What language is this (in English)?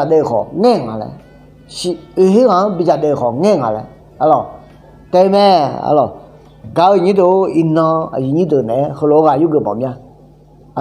Akha